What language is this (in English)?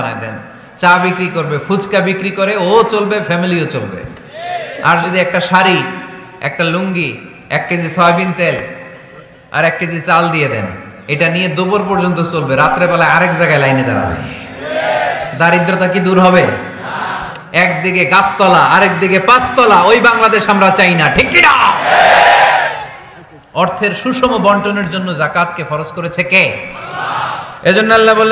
Bangla